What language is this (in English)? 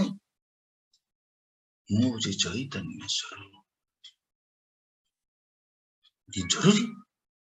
Odia